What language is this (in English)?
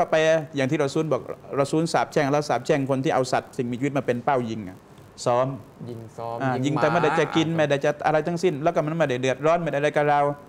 Thai